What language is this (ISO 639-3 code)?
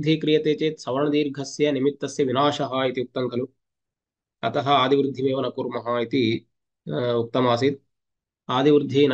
san